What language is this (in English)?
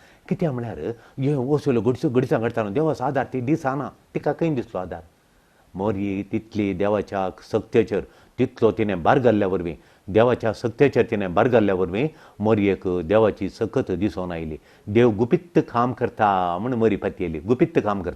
Konkani